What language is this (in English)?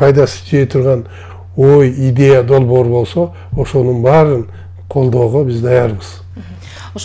Kyrgyz